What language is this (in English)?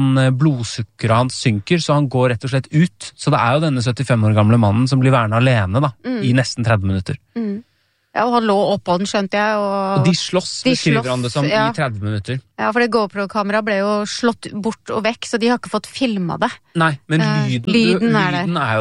Norwegian